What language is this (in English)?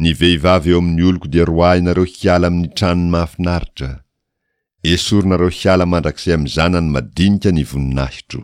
Malagasy